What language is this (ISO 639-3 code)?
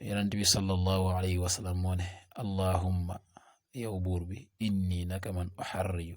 wol